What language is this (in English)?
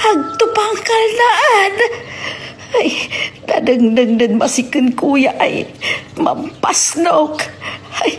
Pangasinan